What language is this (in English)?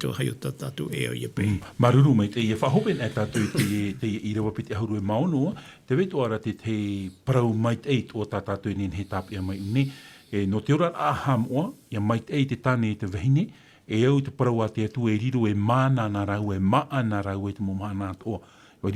Tahitian